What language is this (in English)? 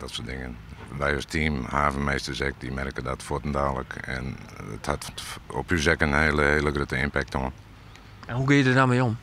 Western Frisian